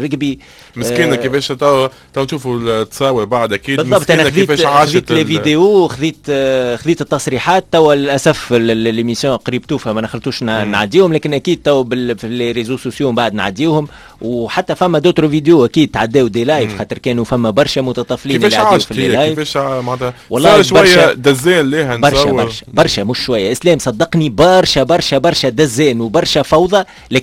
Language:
Tunisian Arabic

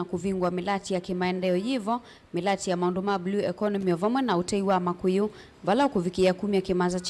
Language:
Kamba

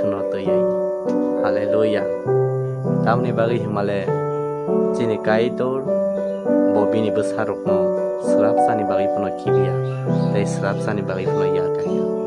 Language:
Kok Borok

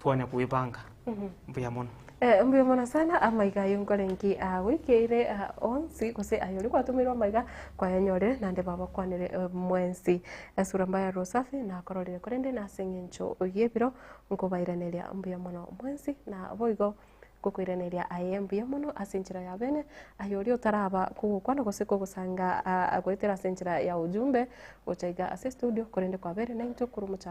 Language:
Gusii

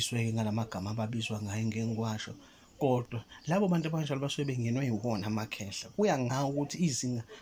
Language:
Zulu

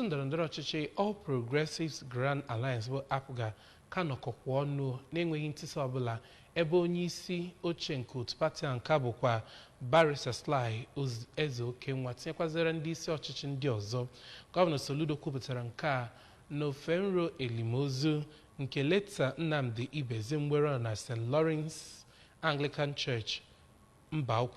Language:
Igbo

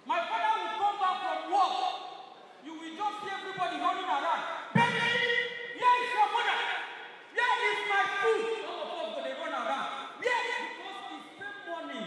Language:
Nigerian Pidgin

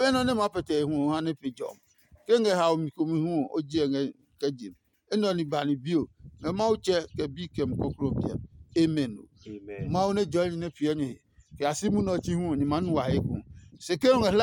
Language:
Adangme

